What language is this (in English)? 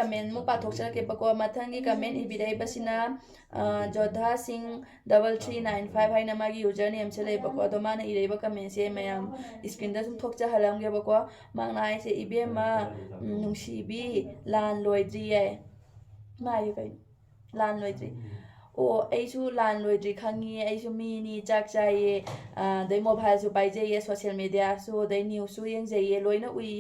Manipuri